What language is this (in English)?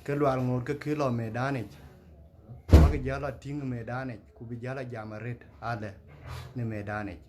Dinka